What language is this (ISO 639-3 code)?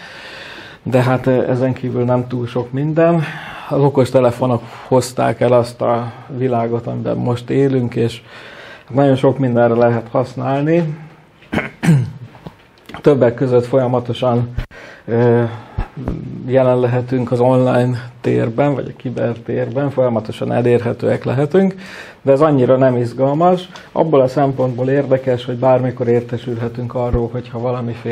hun